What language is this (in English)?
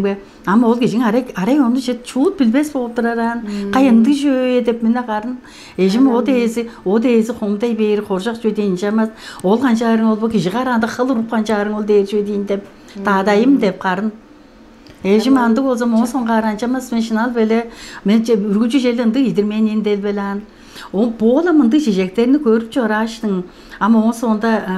Tuvinian